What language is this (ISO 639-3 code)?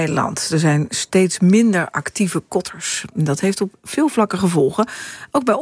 nld